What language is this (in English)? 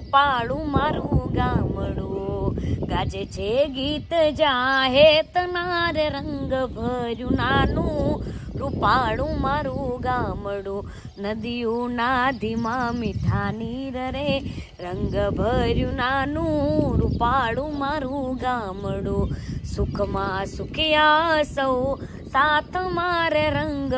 Gujarati